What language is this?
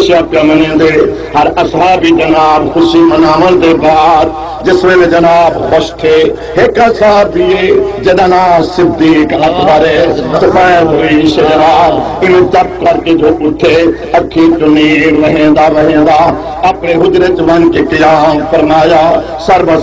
Saraiki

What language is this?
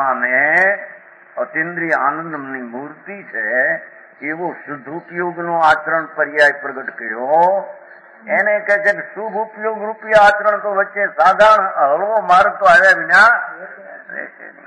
Gujarati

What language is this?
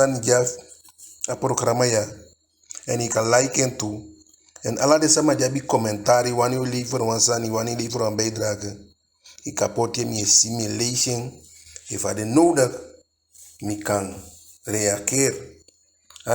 Eastern Maroon Creole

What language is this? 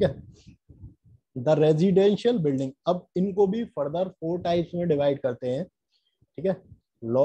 Hindi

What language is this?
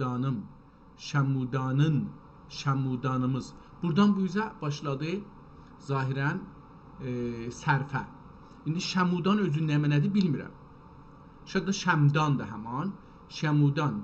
South Azerbaijani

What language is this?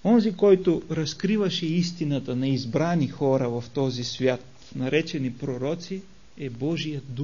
Bulgarian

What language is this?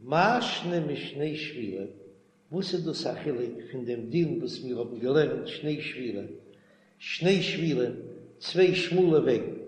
Yiddish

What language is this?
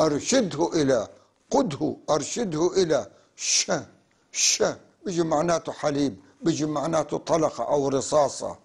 North Levantine Arabic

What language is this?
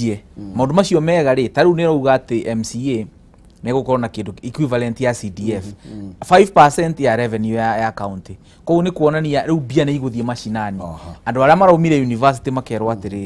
Kikuyu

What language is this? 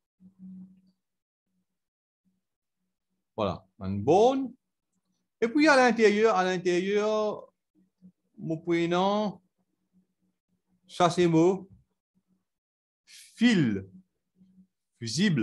French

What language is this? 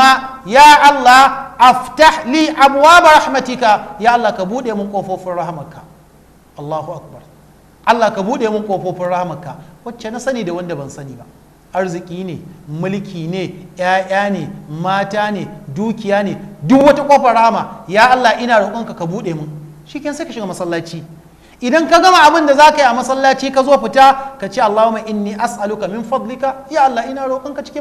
Hausa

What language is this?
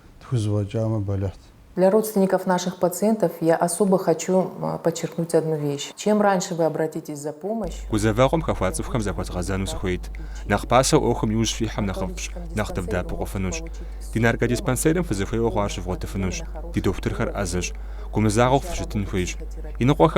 Kabardian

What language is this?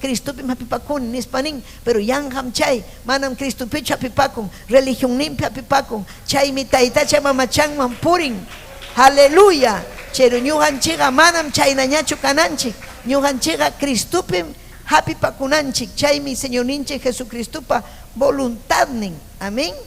Ayacucho Quechua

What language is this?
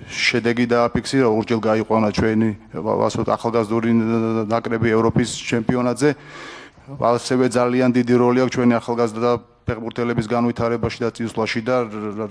Georgian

